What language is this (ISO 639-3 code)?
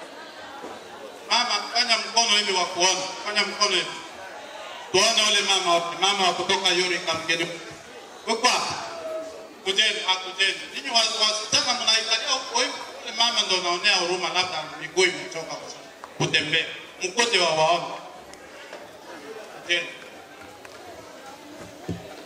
swa